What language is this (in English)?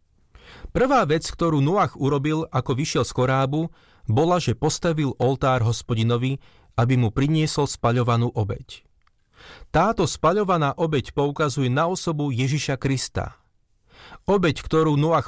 Slovak